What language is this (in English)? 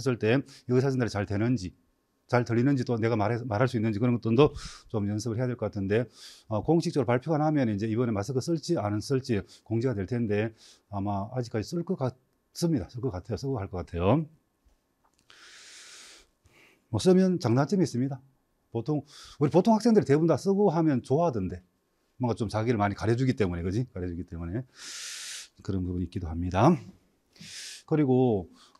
Korean